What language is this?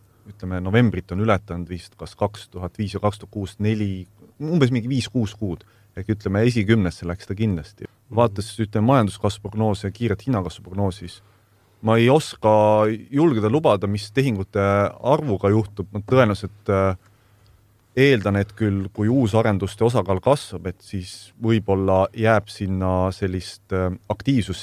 Estonian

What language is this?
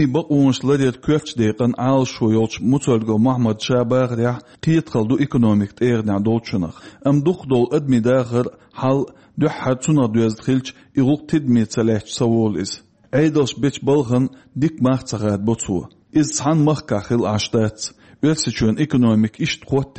Chechen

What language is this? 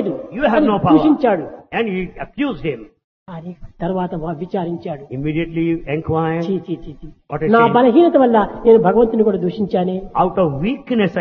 Telugu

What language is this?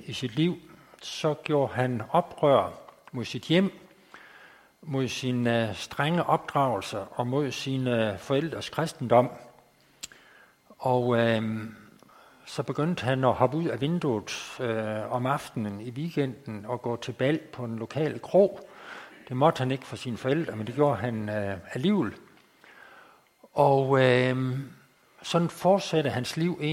Danish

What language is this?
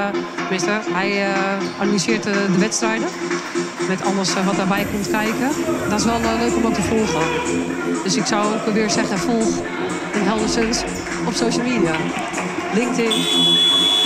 Dutch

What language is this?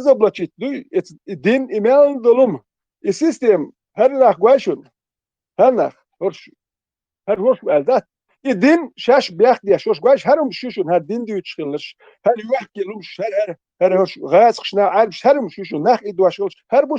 Chechen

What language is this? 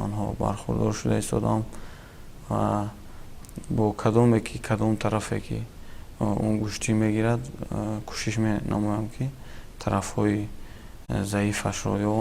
Tajik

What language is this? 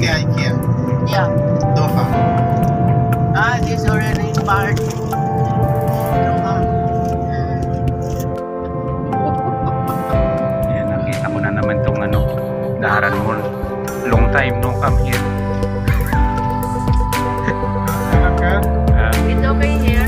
Filipino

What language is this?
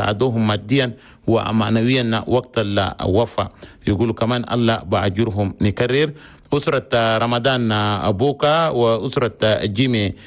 Chadian Arabic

